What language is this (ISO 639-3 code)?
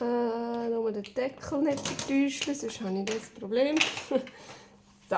gsw